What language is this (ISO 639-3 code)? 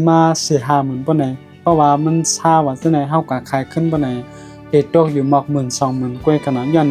shn